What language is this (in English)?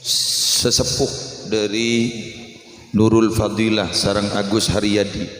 Madurese